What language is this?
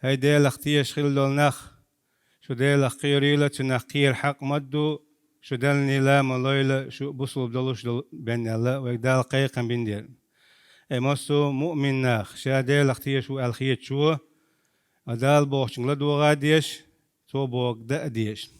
Chechen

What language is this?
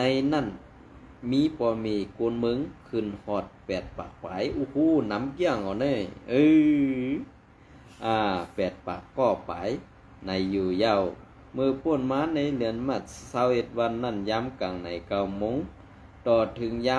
Shan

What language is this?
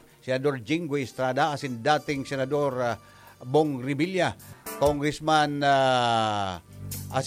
Bikol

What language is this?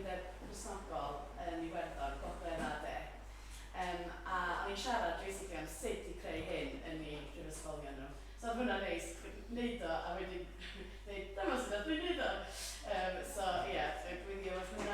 Welsh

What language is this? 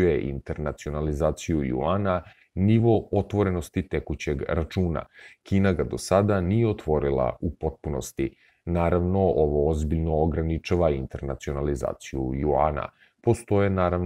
Serbian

